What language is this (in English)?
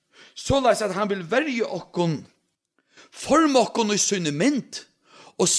Faroese